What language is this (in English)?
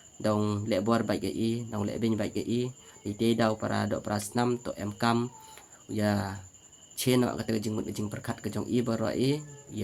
Khasi